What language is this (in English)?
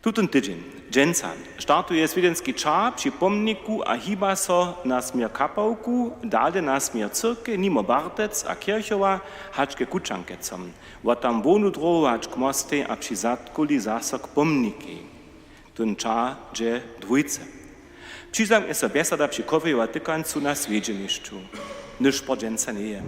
Upper Sorbian